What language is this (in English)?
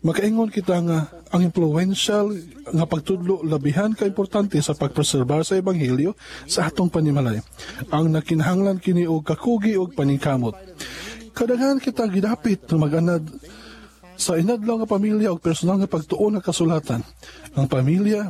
Cebuano